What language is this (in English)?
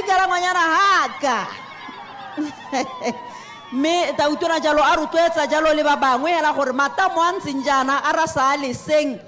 Tswana